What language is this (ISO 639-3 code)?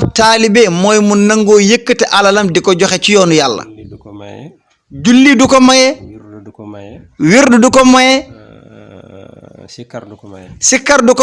wol